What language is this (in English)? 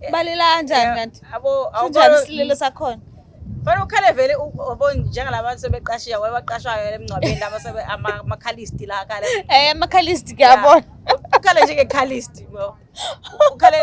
Zulu